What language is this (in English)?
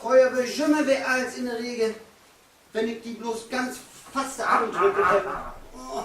Low German